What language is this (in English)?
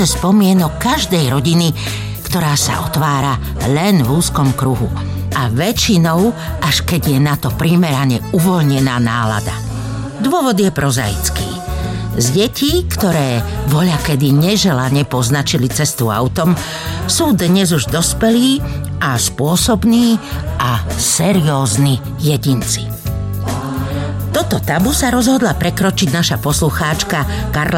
Slovak